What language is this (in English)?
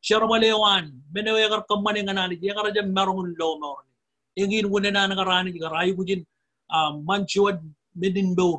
Marshallese